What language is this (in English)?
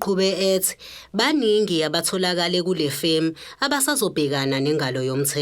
Zulu